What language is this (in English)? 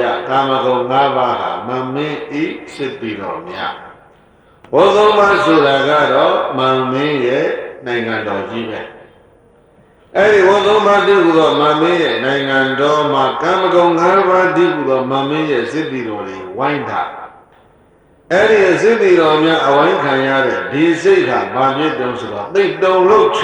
Burmese